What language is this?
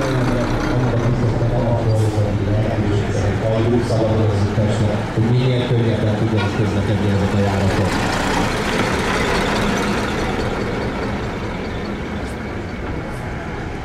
Hungarian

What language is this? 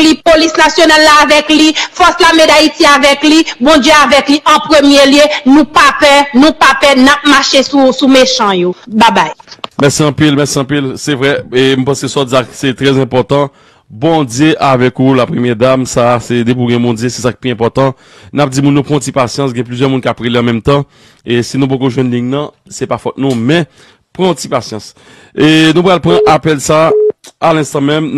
Haitian Creole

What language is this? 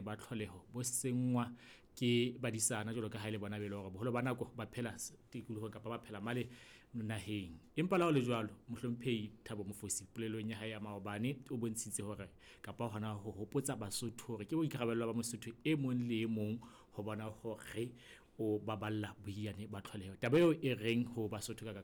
Southern Sotho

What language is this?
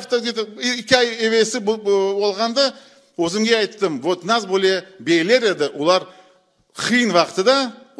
Crimean Tatar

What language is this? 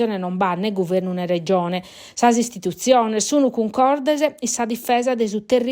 Sardinian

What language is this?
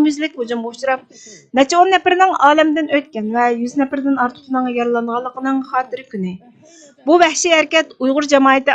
Uyghur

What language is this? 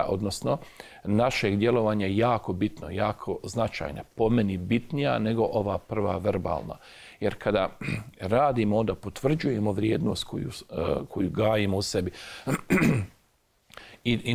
Bosnian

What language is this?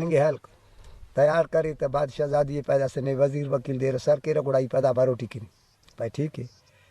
Brahui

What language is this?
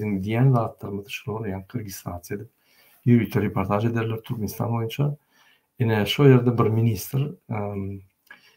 Turkmen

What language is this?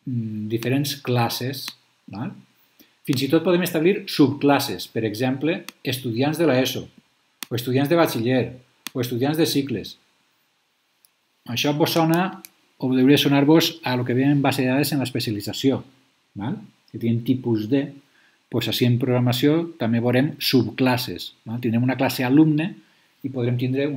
Catalan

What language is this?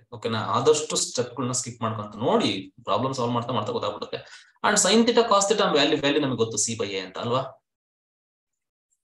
Kannada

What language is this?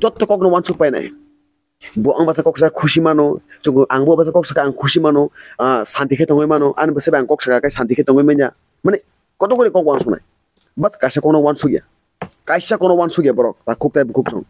Kok Borok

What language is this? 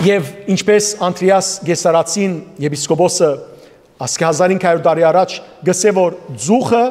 Western Armenian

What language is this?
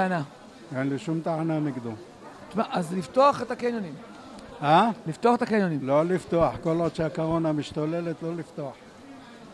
Hebrew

